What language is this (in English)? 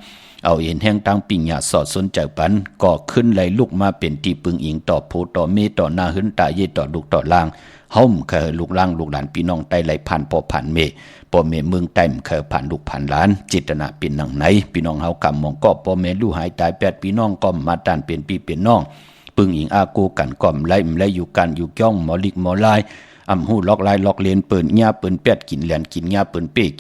Shan